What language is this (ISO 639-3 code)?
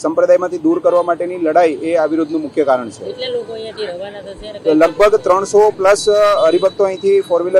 guj